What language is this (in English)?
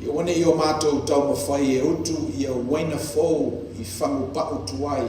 Samoan